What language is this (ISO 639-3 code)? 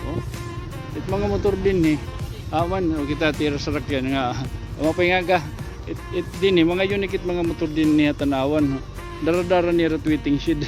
war